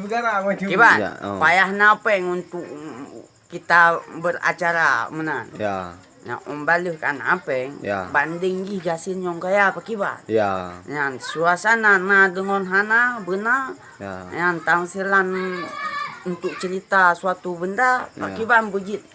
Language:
Achinese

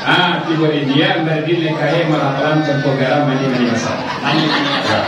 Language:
Minangkabau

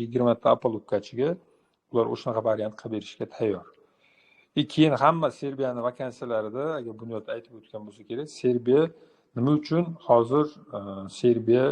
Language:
Uzbek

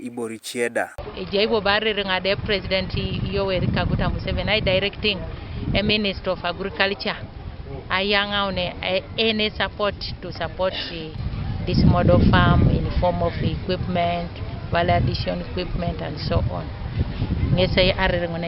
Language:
Teso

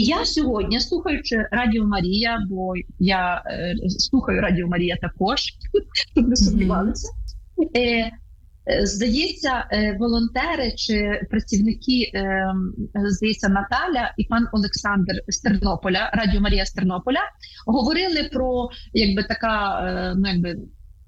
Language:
Ukrainian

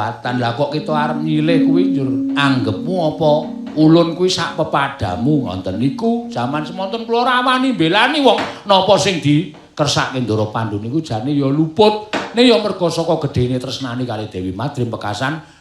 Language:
Javanese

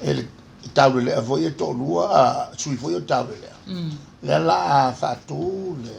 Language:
Samoan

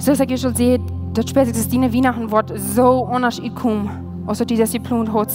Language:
Plautdietsch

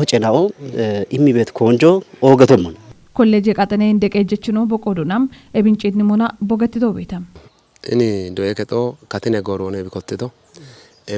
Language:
Kafa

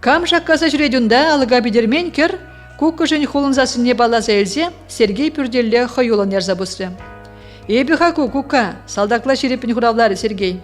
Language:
Chuvash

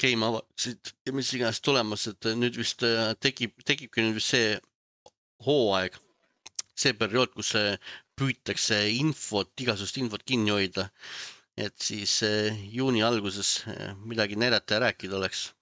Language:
Estonian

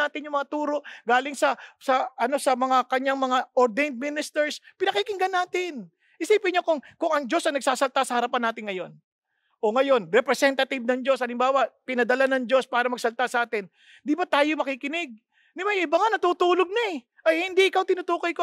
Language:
Filipino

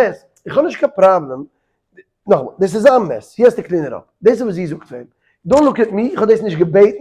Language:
Yiddish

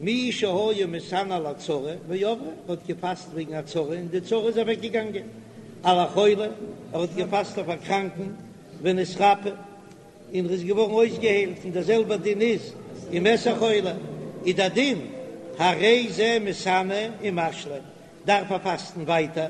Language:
Yiddish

